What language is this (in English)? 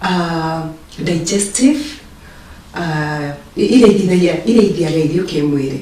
Meru